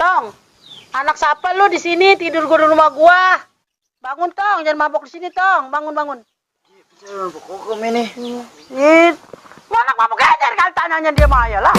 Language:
Betawi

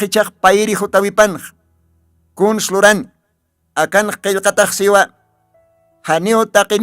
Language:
Aymara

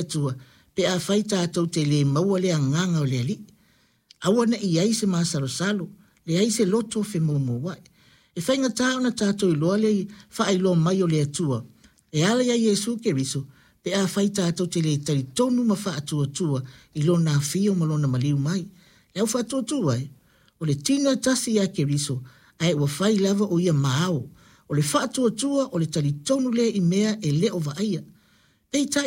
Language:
Samoan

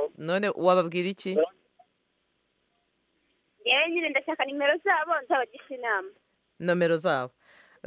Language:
Kinyarwanda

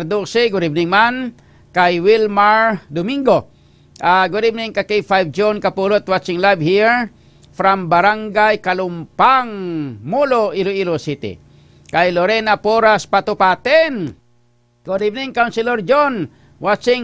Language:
Hiligaynon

